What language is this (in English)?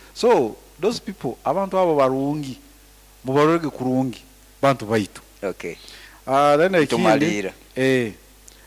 Nyoro